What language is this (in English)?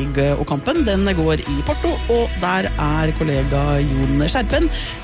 Norwegian